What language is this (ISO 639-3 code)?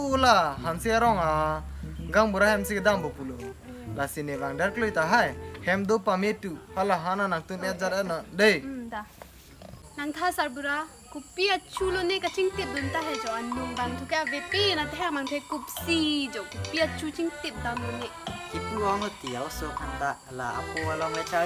mjw